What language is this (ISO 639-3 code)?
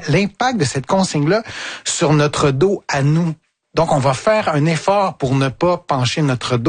fra